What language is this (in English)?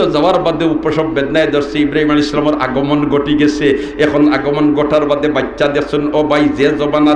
Sylheti